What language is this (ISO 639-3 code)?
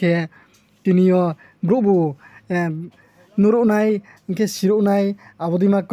ria